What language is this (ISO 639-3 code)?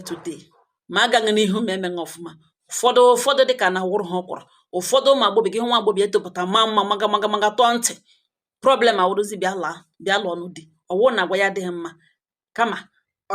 ibo